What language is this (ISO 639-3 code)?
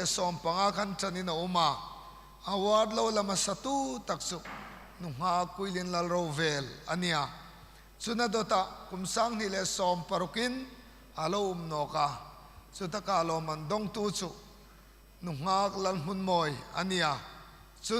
hmr